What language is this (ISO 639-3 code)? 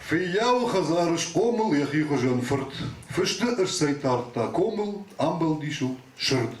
oss